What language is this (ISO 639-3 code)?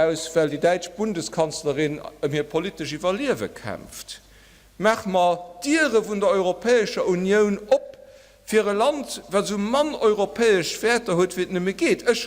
ltz